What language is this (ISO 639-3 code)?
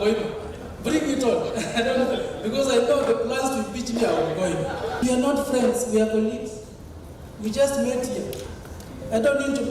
kam